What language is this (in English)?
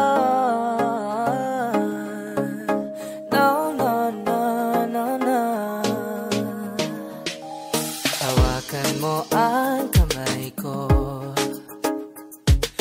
Filipino